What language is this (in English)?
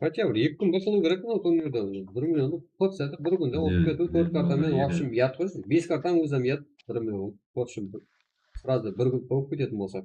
Kara-Kalpak